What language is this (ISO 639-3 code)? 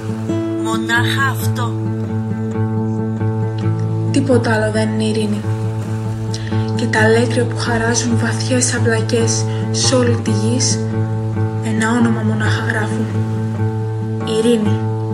ell